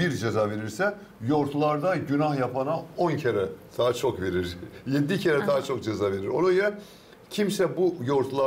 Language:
Gagauz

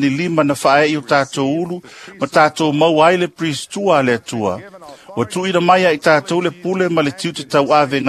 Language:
Samoan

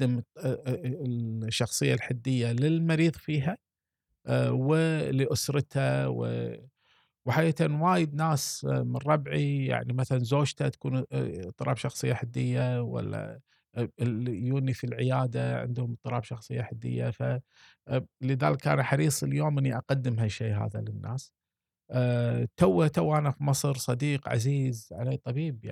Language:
Gulf Arabic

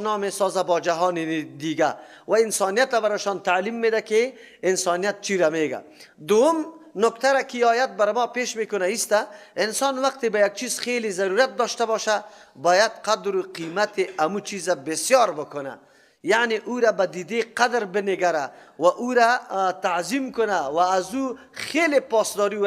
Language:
Persian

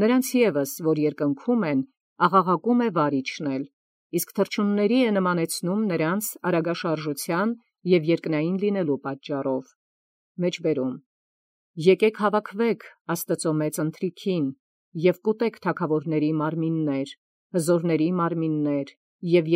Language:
Armenian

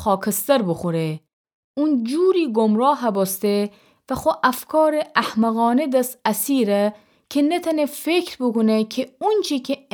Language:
Gilaki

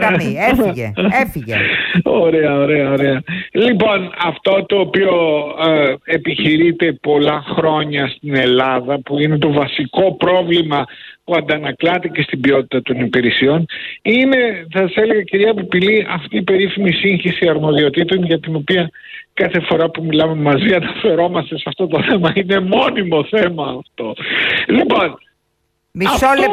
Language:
Greek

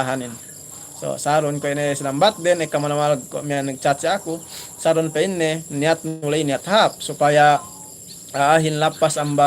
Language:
Yakan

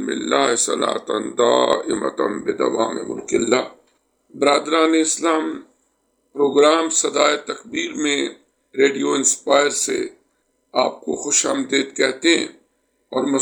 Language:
Urdu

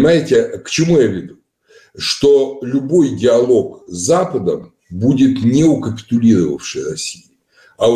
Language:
Russian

